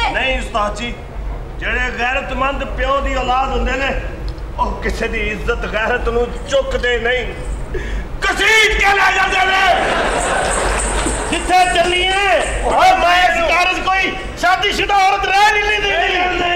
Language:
Punjabi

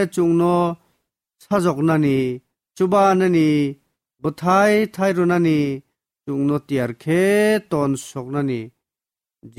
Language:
Kok Borok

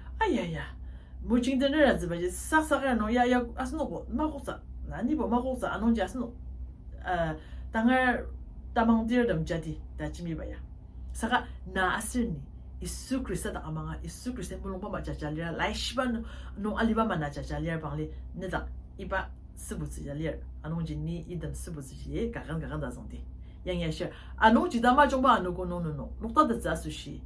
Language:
Ao Naga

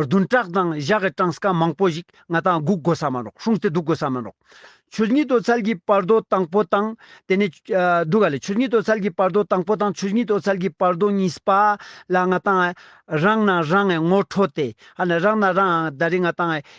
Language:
Ladakhi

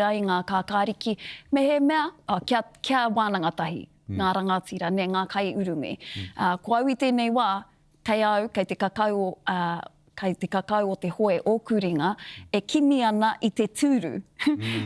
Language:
Māori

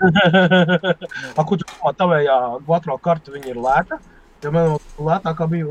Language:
Latvian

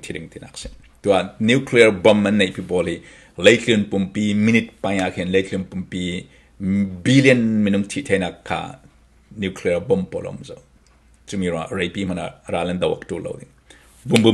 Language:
Falam Chin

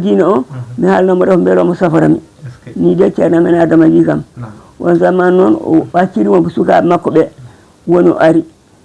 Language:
Fula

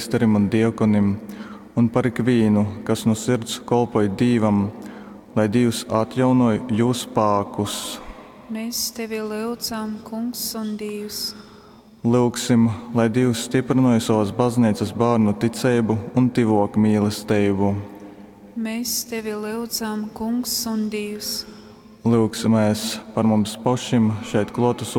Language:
Latgalian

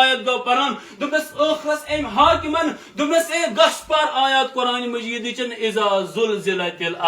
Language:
Kashmiri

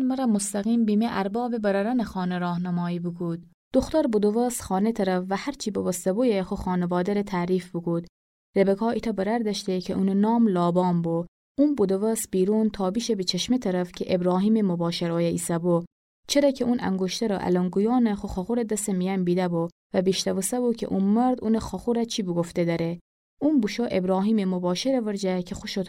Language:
Gilaki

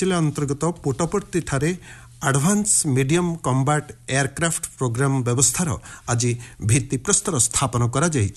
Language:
Odia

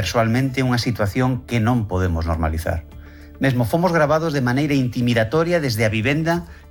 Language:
Galician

